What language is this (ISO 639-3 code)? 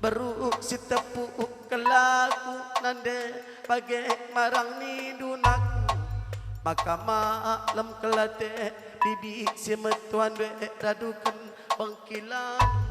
btx